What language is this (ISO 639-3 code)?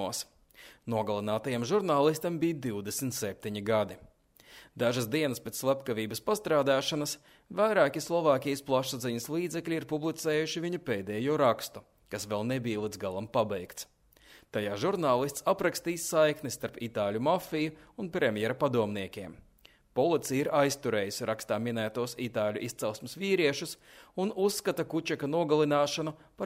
lav